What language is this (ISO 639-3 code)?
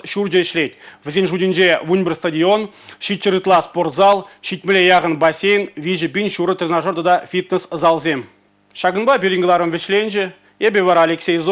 chv